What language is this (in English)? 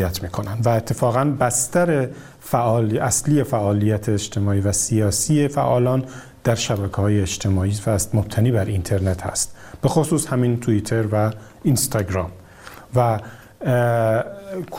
Persian